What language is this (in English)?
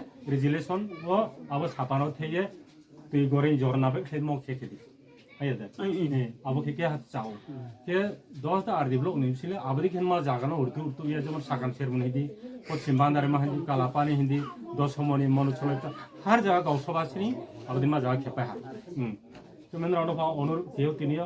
Riang (India)